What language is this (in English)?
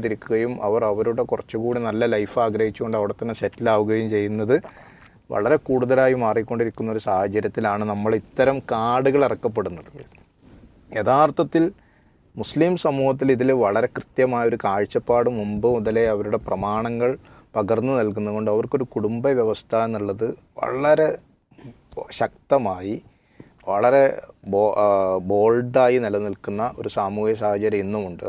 Malayalam